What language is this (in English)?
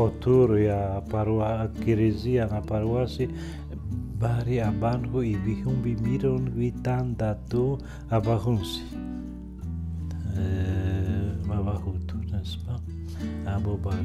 Kinyarwanda